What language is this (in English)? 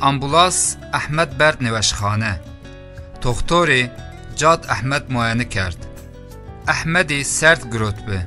Zaza